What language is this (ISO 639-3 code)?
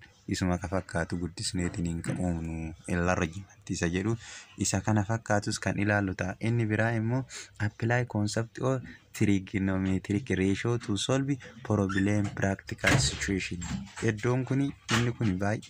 orm